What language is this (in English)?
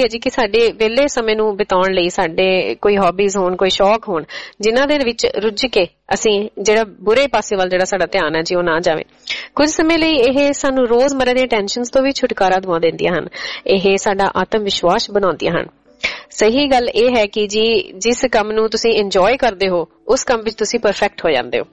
Punjabi